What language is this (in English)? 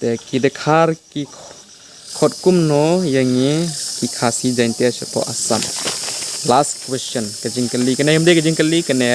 Khasi